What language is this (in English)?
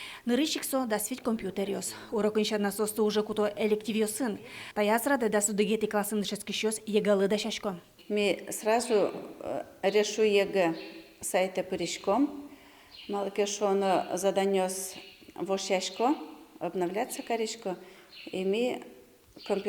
Udmurt